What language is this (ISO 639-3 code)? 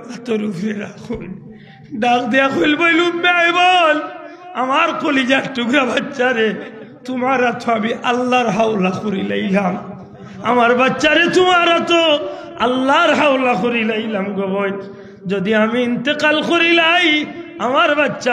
syl